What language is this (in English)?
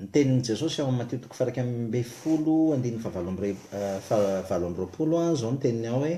Malagasy